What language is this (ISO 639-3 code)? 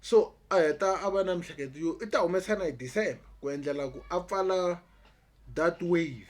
tso